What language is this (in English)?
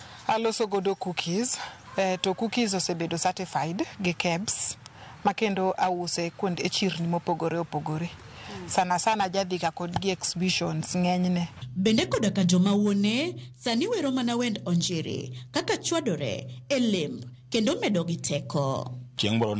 Luo (Kenya and Tanzania)